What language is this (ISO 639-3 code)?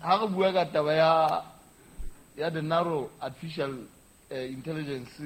sot